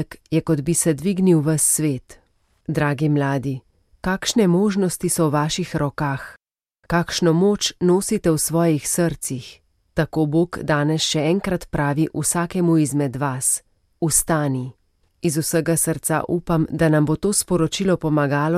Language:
Slovenian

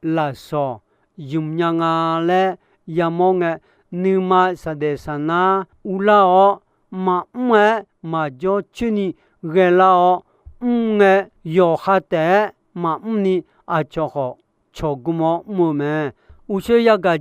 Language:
Akha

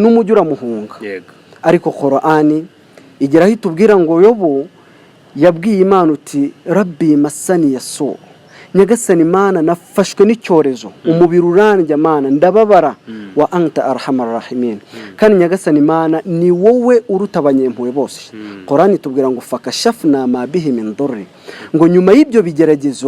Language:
Kinyarwanda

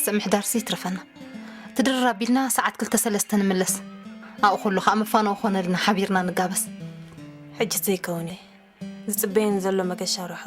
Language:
Tigrinya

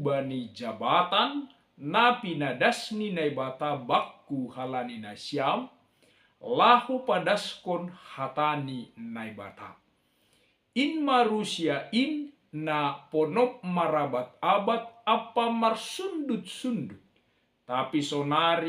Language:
Batak Simalungun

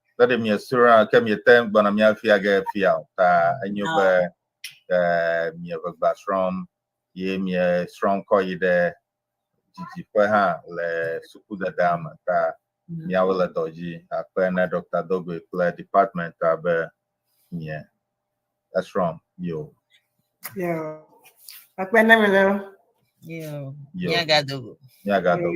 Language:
Ewe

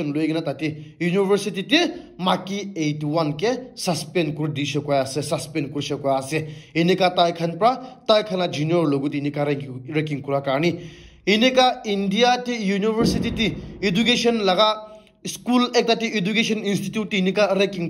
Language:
Naga Pidgin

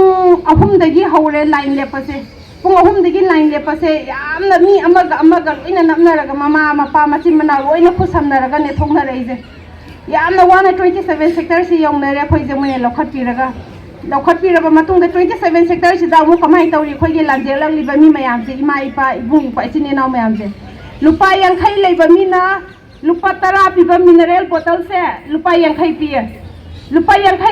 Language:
Manipuri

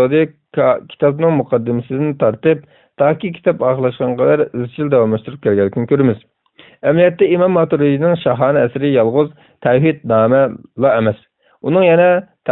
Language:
Uyghur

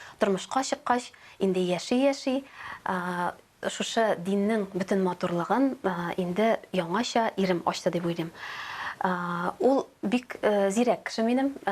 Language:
Tatar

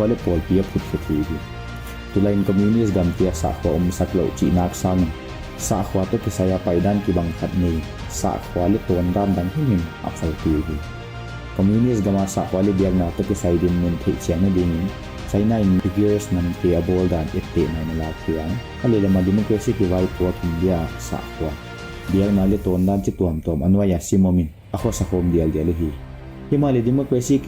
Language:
Paite Chin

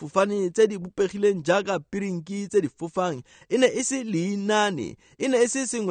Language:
Tswana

